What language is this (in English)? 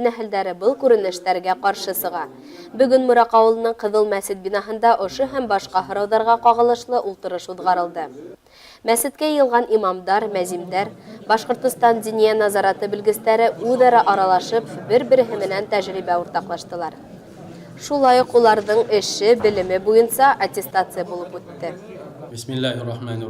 Bashkir